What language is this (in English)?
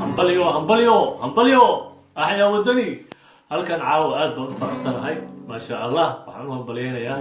Somali